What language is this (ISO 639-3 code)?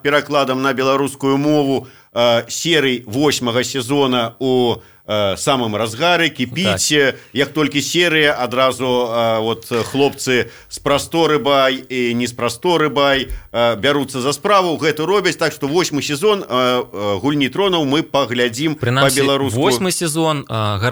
bel